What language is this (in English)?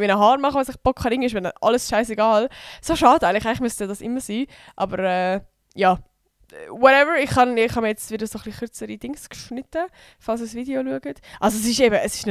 Swiss German